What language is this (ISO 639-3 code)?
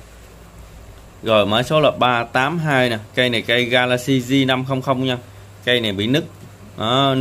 vie